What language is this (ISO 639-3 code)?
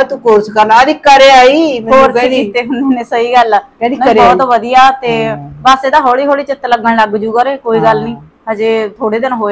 pan